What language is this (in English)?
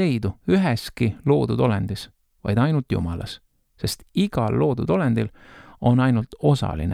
Estonian